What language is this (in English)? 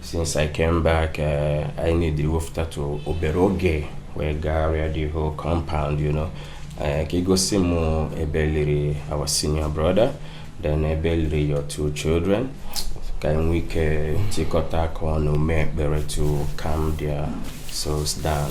Igbo